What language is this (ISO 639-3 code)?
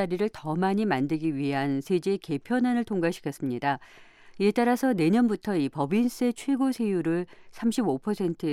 kor